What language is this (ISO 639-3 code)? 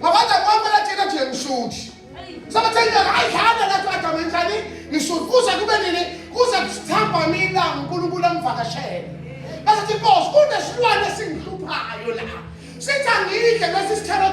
zul